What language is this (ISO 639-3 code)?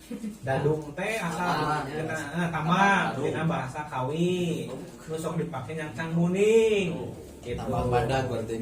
sun